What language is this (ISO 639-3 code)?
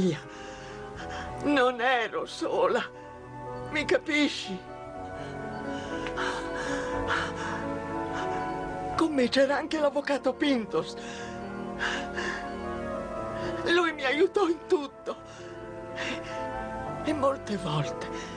ita